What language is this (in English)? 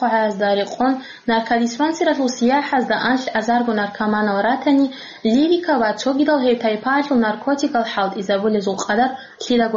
Avaric